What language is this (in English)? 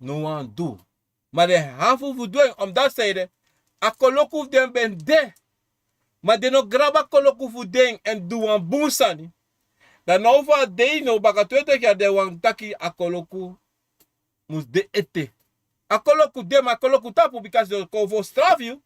Sranan Tongo